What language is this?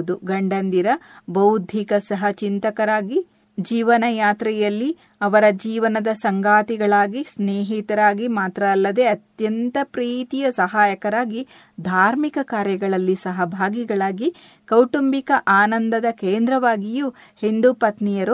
Kannada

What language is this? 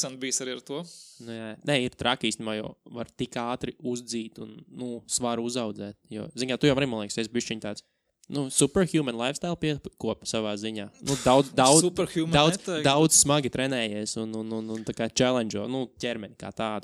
Latvian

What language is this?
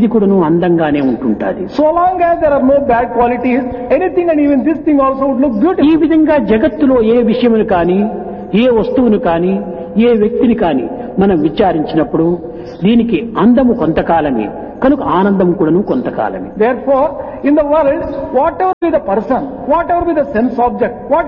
Telugu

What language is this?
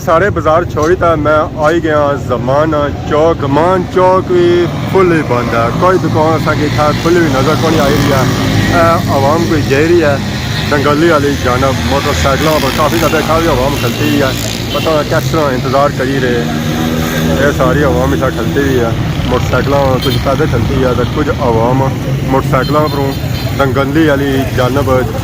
Pahari-Potwari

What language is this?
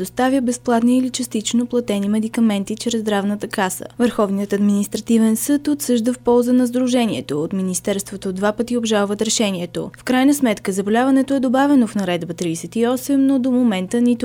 Bulgarian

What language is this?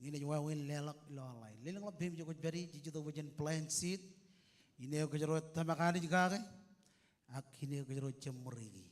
Marshallese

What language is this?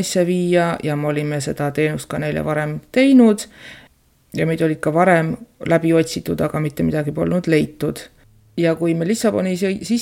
Estonian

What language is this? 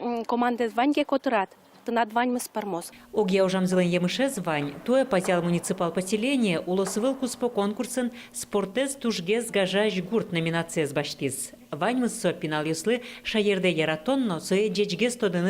Udmurt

